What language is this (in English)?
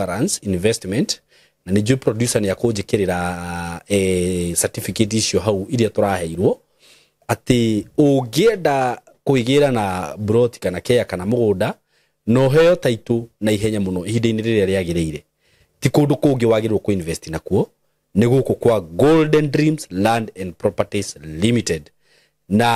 Kikuyu